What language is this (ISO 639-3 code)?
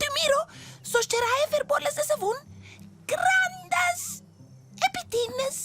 roh